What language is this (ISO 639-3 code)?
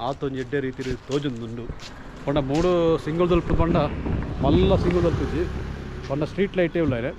tcy